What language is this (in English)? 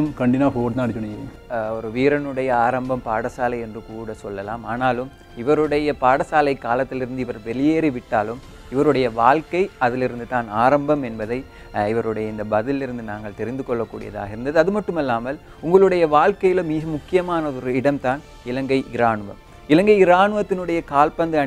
Tamil